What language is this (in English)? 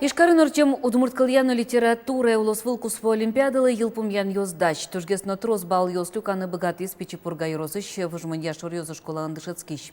Udmurt